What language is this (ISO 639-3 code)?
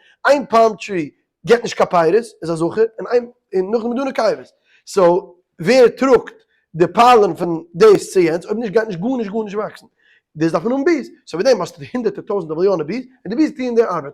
yid